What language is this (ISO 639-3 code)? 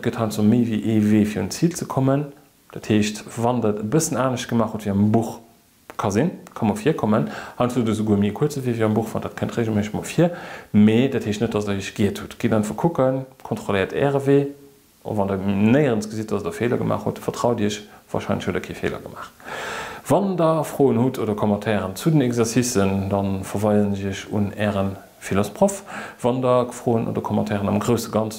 ltz